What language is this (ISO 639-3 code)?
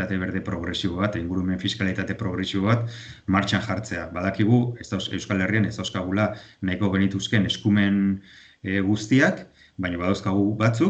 eus